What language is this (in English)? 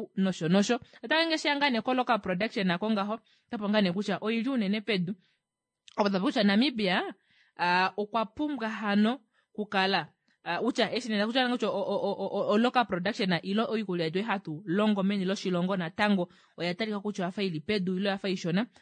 Kuanyama